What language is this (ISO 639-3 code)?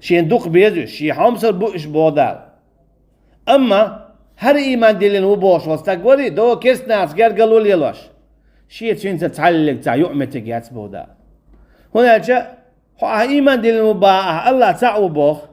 che